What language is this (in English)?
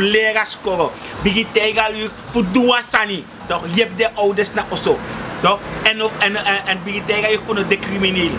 Sranan Tongo